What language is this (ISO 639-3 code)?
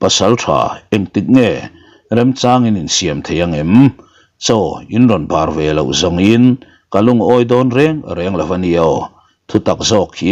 lus